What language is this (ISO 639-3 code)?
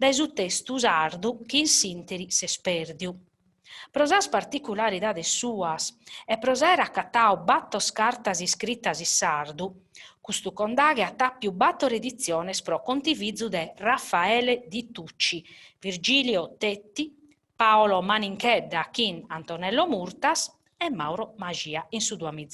srd